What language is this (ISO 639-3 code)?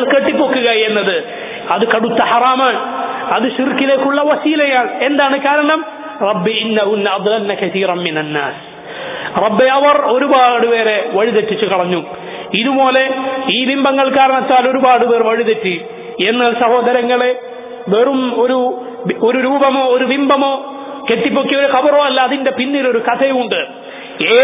mal